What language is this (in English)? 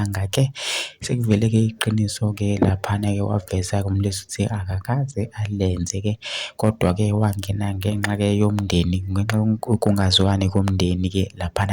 Zulu